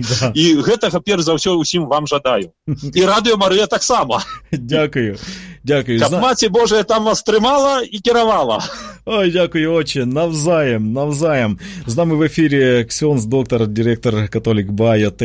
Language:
Belarusian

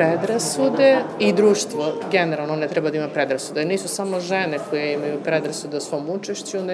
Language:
Serbian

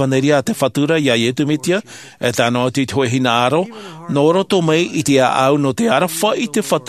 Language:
Tahitian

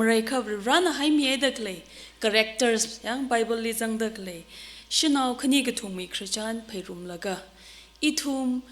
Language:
Tangkhul Naga (India)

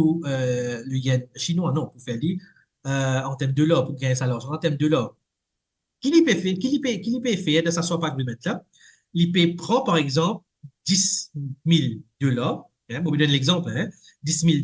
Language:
Morisyen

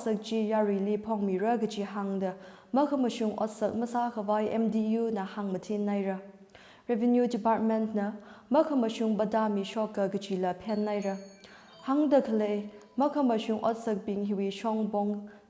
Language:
Tangkhul Naga (India)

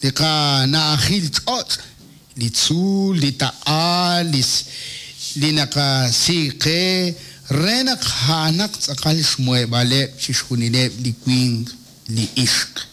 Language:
Kekchí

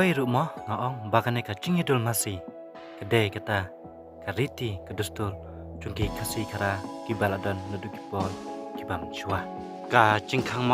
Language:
Khasi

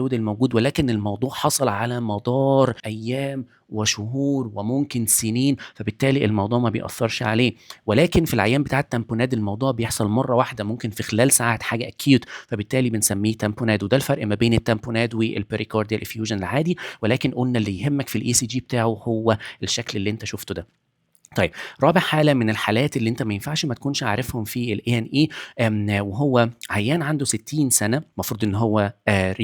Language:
Egyptian Arabic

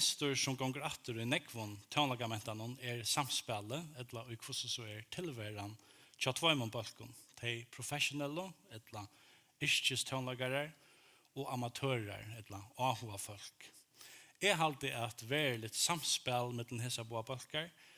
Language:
Faroese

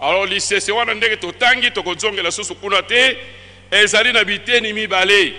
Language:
Lingala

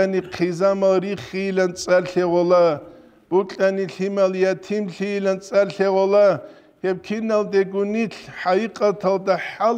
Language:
Avaric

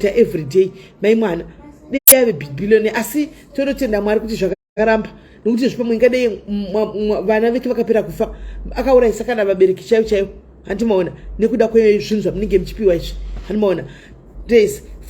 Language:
Shona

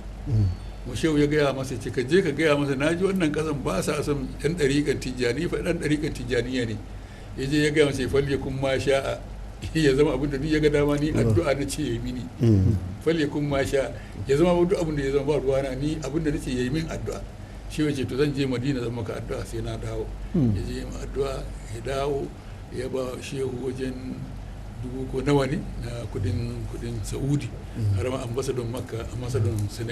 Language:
Hausa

